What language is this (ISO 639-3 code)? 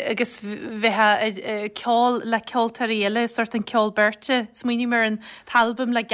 gle